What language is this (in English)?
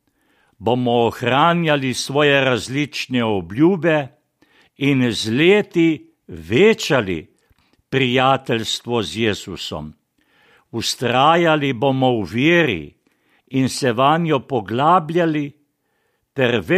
Slovenian